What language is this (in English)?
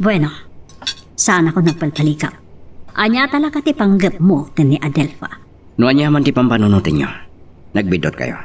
Iloko